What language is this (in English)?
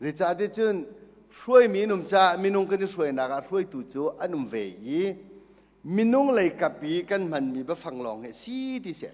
Hakha Chin